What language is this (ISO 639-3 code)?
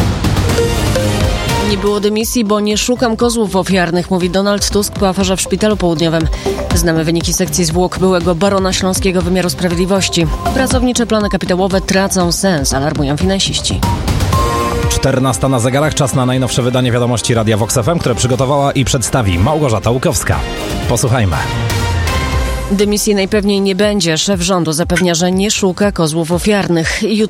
pol